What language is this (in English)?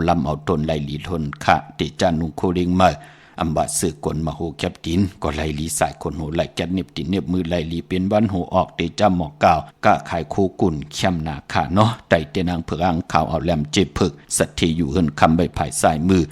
Shan